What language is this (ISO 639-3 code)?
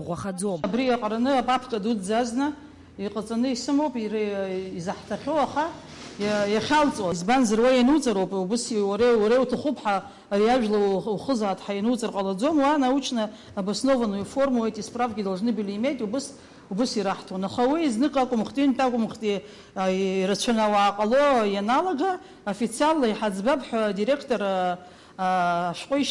abk